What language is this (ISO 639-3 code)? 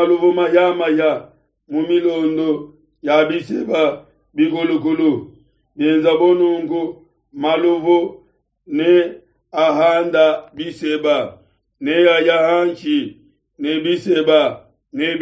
lua